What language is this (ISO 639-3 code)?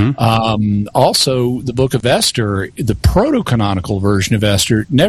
eng